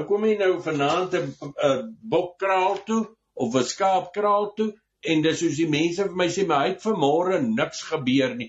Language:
Afrikaans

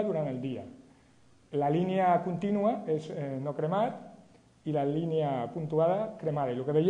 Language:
Catalan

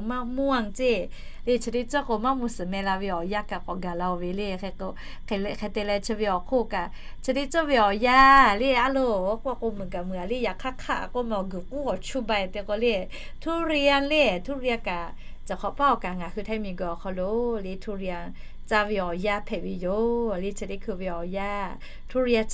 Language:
Lahu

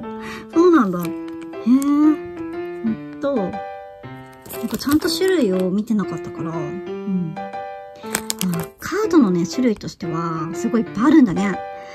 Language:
Japanese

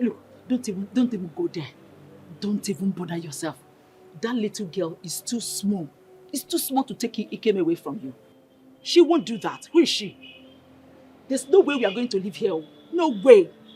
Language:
Nigerian Pidgin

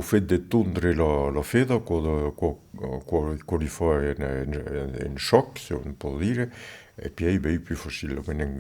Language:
Occitan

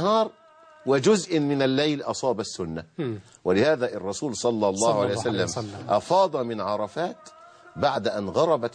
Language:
Arabic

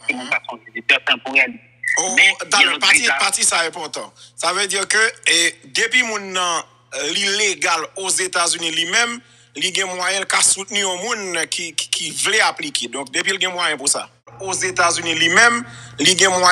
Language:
Haitian Creole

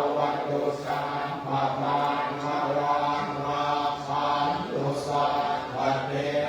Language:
Pali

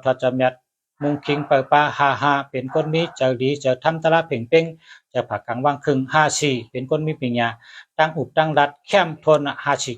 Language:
Shan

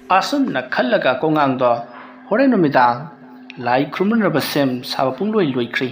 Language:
Manipuri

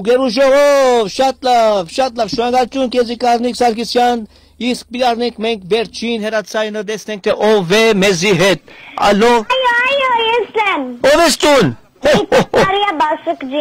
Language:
Western Armenian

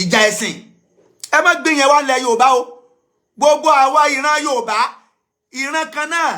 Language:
Yoruba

